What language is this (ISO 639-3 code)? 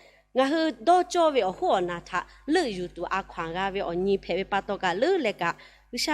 lhu